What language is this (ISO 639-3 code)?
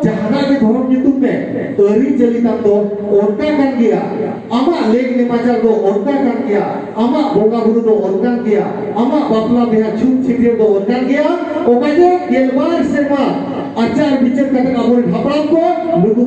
sat